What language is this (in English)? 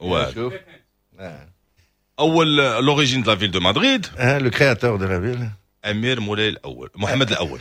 Moroccan Arabic